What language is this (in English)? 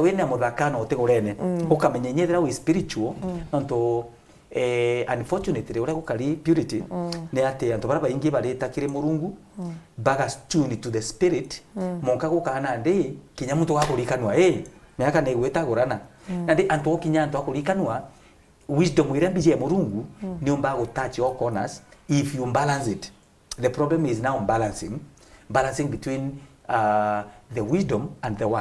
Meru